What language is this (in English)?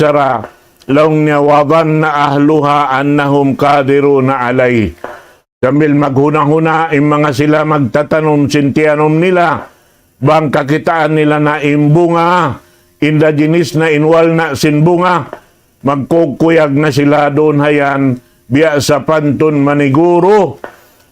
Tausug